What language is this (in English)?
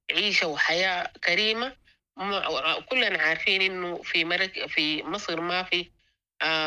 Sudanese Arabic